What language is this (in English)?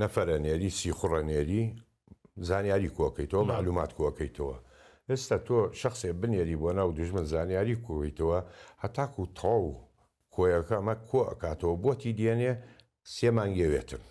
Central Kurdish